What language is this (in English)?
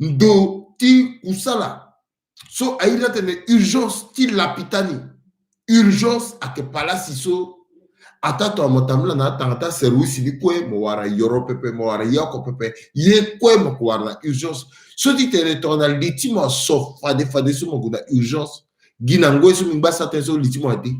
Sango